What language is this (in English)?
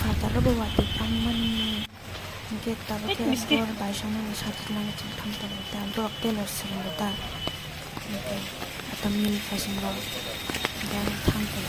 Kok Borok